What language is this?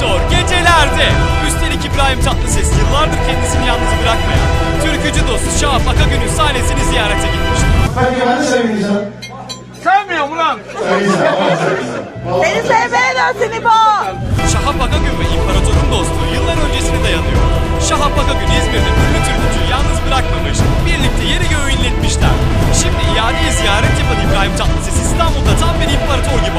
Turkish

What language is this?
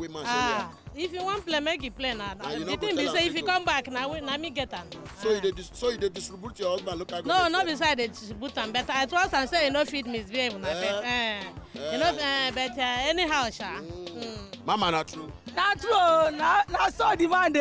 Nigerian Pidgin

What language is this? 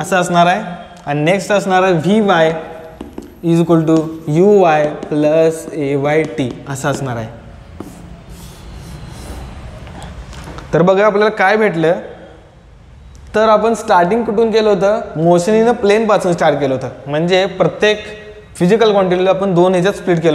Marathi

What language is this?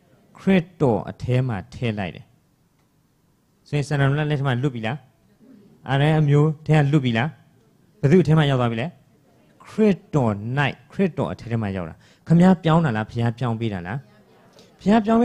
Burmese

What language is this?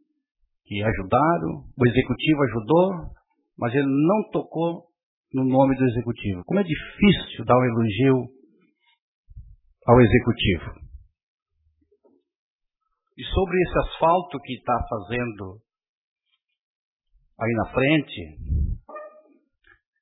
Portuguese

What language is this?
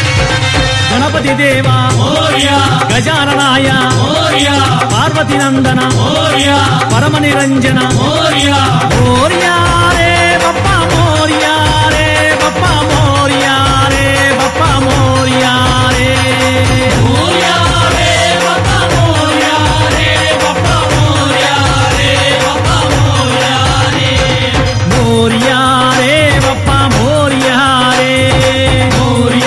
Telugu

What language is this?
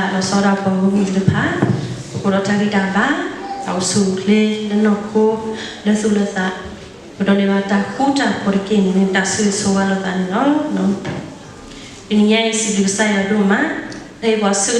S'gaw Karen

